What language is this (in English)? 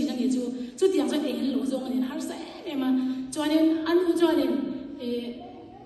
Mizo